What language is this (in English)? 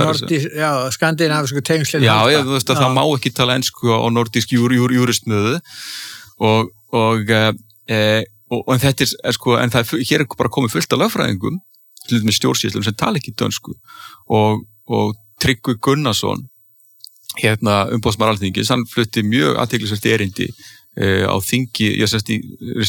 Icelandic